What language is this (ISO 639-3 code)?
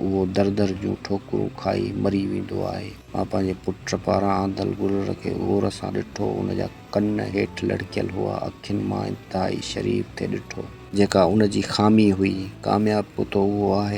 snd